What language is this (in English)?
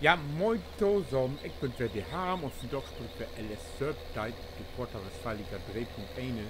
Low German